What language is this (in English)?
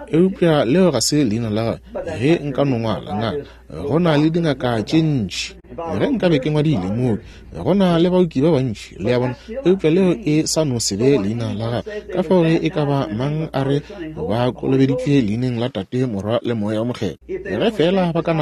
Northern Sotho